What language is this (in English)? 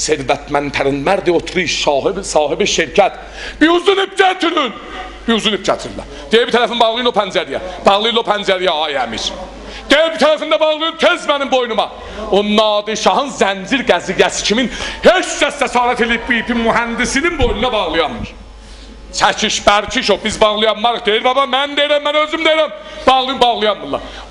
South Azerbaijani